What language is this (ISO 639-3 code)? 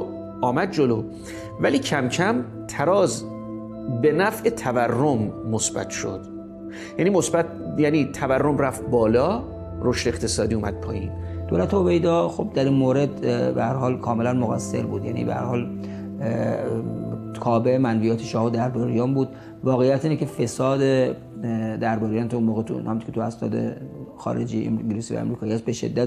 fas